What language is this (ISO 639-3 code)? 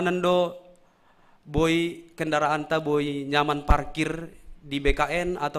bts